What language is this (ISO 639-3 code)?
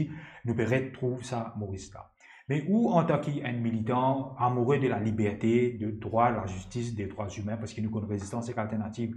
mfe